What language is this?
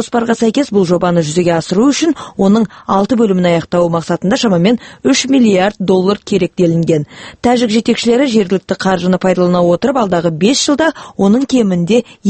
Kazakh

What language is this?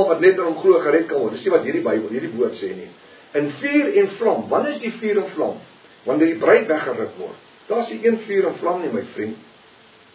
Afrikaans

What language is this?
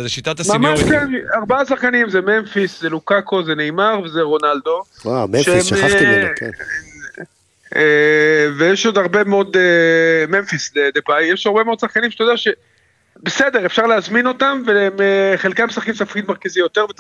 Hebrew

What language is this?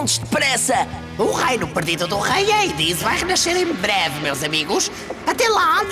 Portuguese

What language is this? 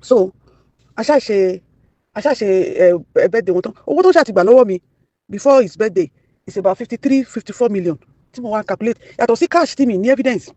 Yoruba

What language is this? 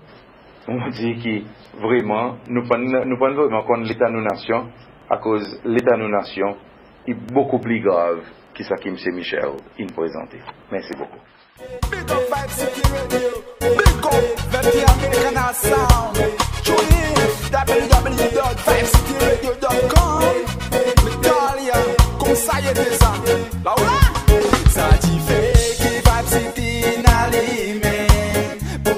Seselwa Creole French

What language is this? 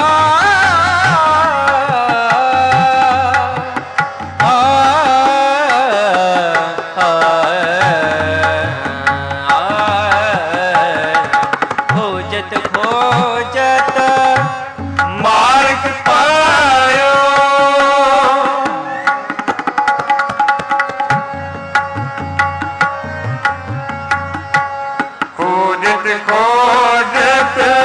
Hindi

